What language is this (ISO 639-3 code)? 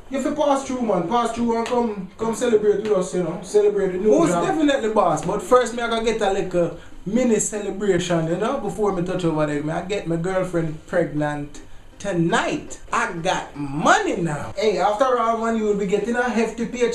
jam